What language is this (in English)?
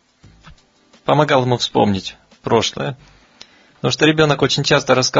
Russian